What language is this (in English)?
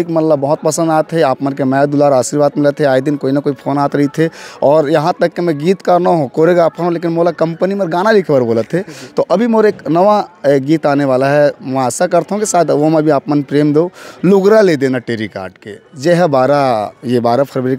Chhattisgarhi